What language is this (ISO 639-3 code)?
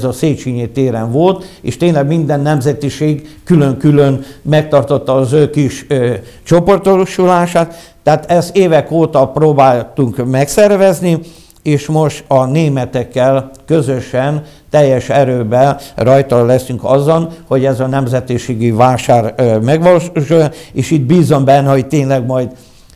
hun